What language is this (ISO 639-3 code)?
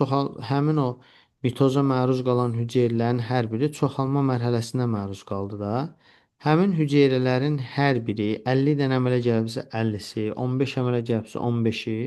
aze